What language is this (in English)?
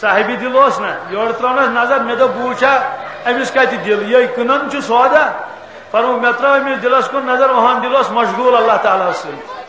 Kashmiri